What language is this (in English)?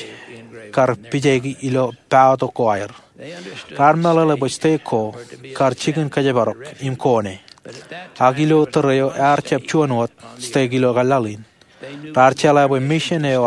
Marshallese